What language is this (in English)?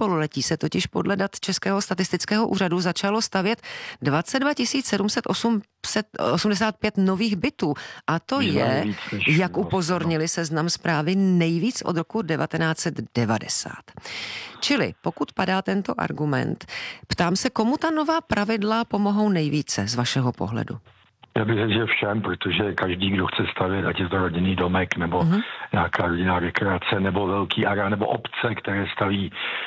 Czech